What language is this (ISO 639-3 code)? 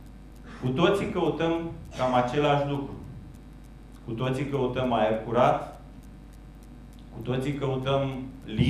ron